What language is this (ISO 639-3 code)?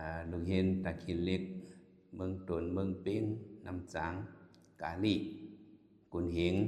shn